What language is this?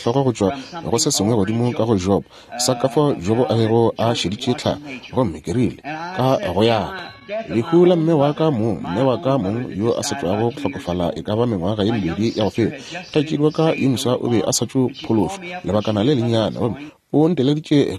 Northern Sotho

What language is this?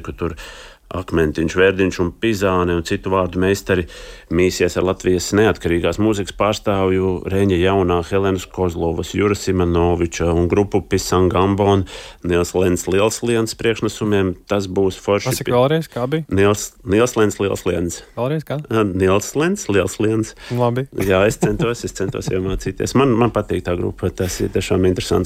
Latvian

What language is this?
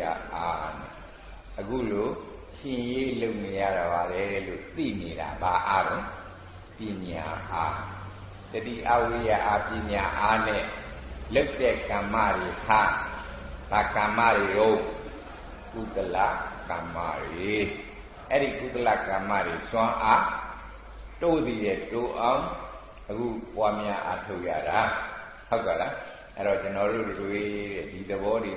Burmese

